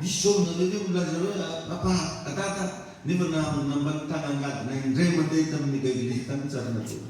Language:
Malagasy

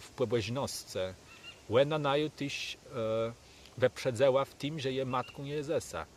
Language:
Kashubian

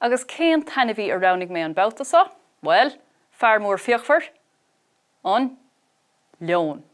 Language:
Irish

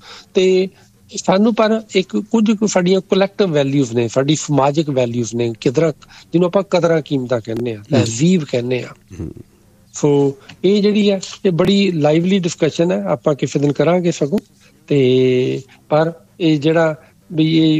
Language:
Punjabi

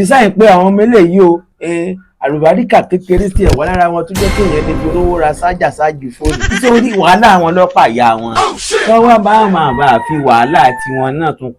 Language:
Yoruba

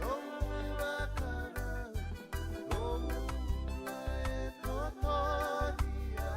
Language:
Fijian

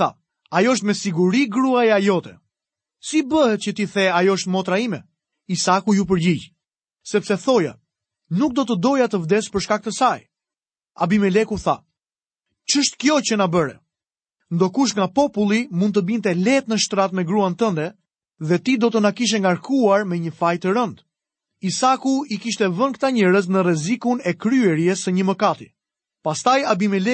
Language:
Albanian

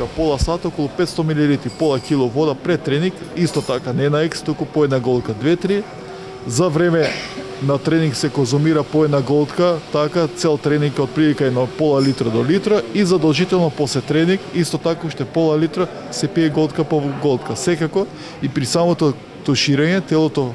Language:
Macedonian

